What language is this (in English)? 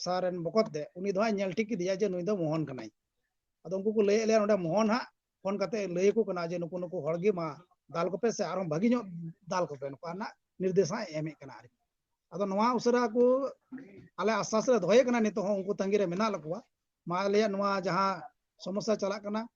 Santali